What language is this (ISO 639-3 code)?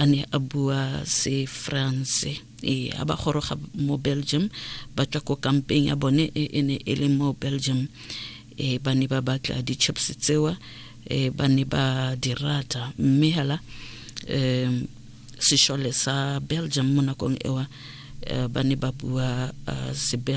tsn